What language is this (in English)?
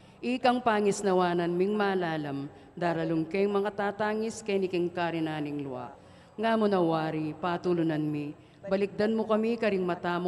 Pampanga